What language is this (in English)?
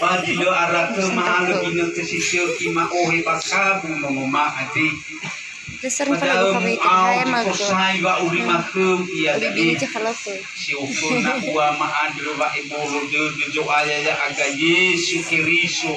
Nias